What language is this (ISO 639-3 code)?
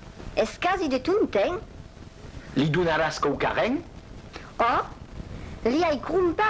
oci